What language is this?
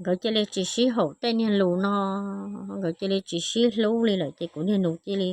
Hmong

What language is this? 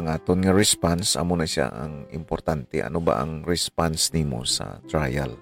Hiligaynon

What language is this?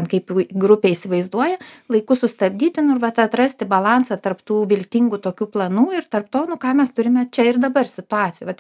Lithuanian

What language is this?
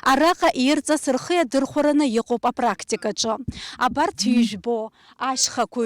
Abkhazian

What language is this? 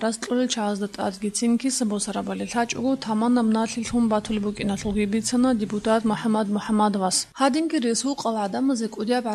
Avaric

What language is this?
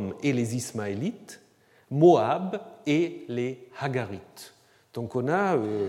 French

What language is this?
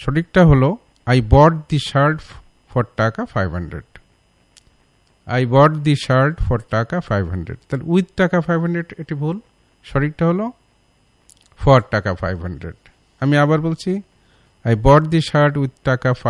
Bangla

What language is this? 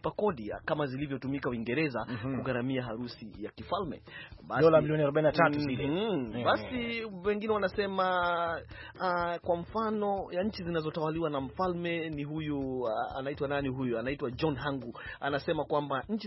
Swahili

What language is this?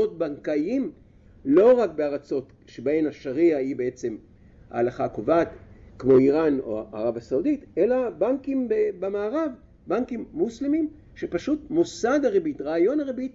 Hebrew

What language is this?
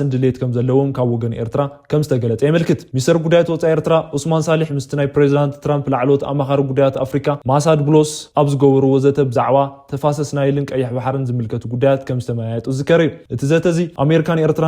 Tigrinya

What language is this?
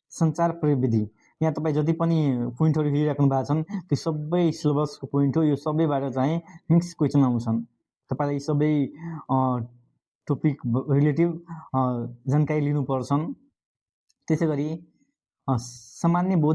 Nepali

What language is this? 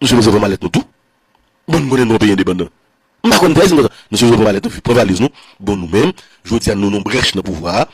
Haitian Creole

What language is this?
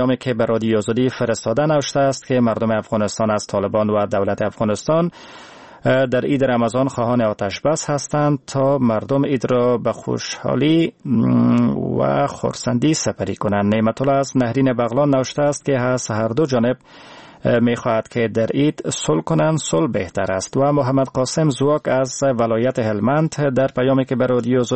Persian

